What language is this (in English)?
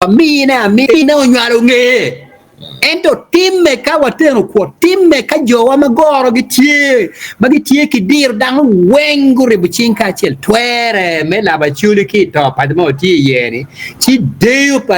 Acoli